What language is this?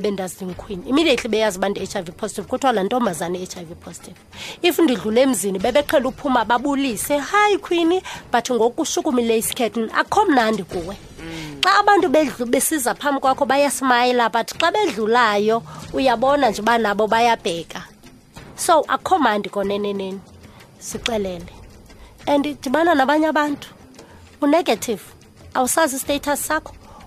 Xhosa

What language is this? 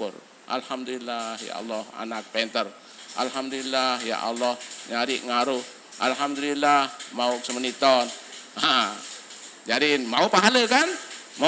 Sasak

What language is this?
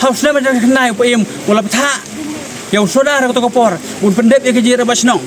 Khasi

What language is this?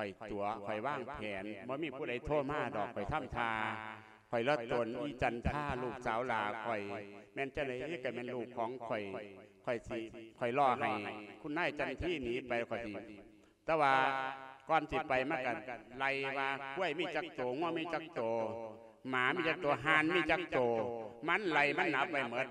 Lao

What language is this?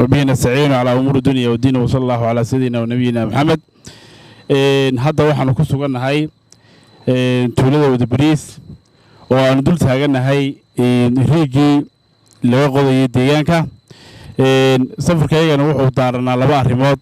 Somali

